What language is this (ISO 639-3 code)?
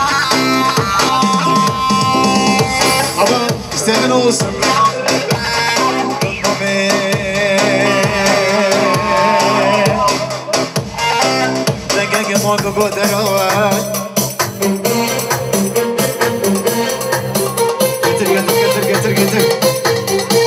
tur